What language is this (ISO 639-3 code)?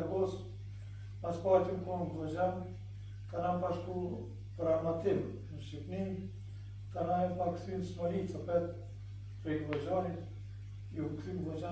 sqi